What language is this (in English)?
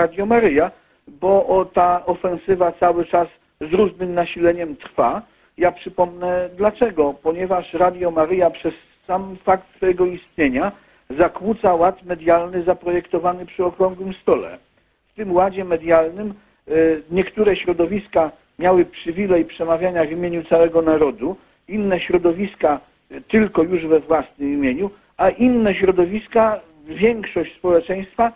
Polish